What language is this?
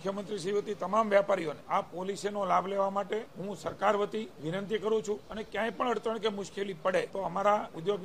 Gujarati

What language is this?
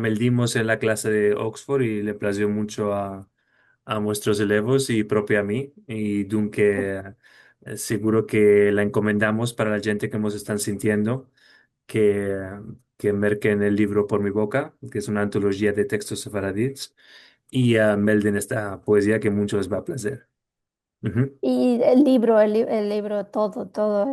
Ladino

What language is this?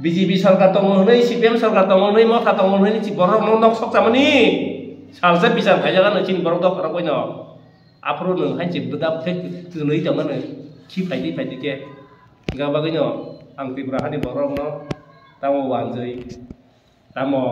Kok Borok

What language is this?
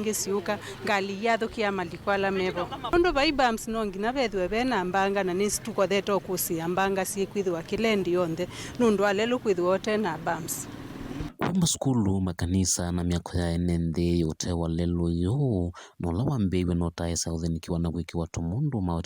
Kamba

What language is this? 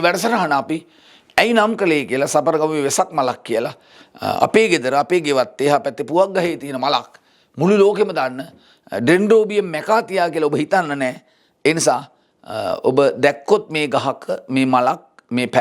Sinhala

